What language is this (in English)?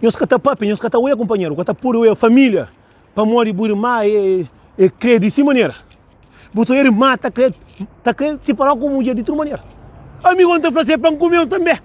Kabuverdianu